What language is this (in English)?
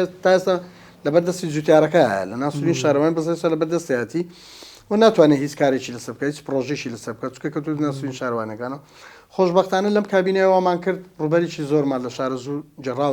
Central Kurdish